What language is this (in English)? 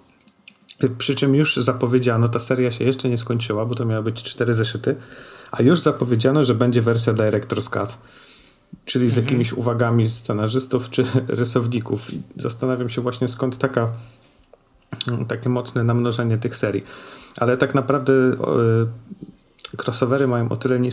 Polish